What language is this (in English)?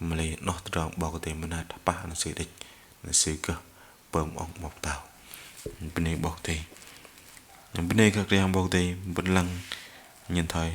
Bahnar